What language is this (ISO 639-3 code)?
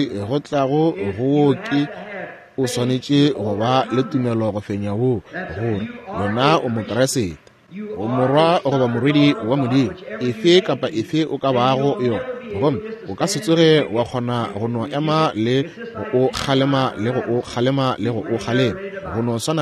nso